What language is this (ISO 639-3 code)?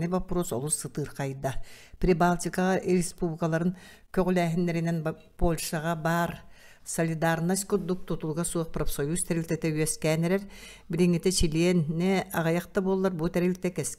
sah